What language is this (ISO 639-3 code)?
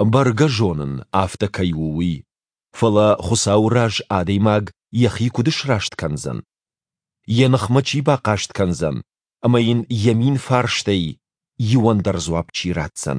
oss